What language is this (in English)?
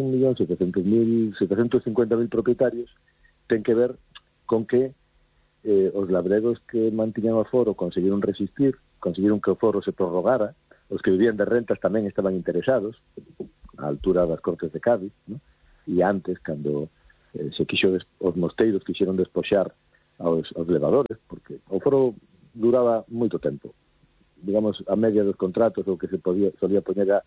Galician